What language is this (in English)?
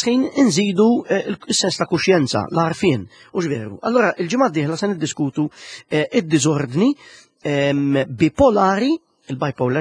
Maltese